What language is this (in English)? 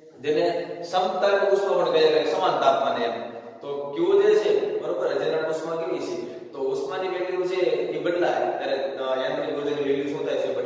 Gujarati